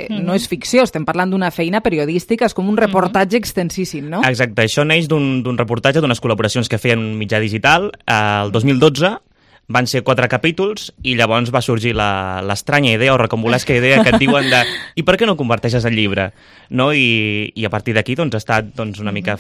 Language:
Catalan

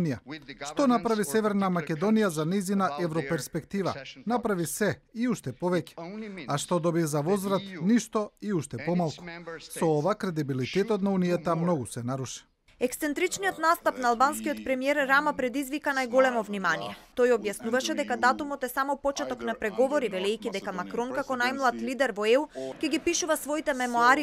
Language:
Macedonian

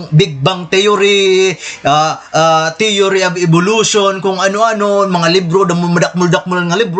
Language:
Waray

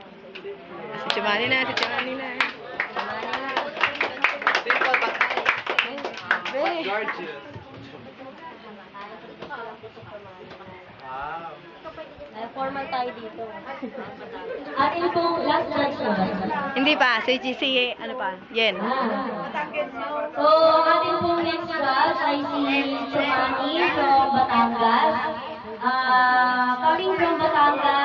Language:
Filipino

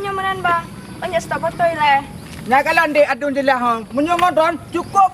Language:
Achinese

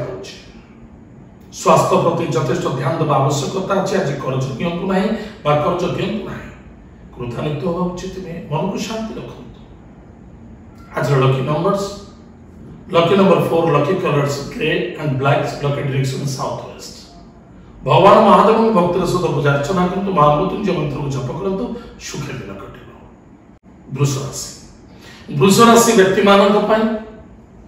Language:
Odia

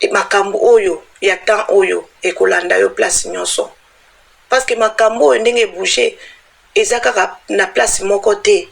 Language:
Lingala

